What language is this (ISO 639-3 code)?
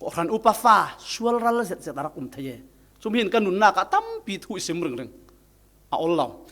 cfm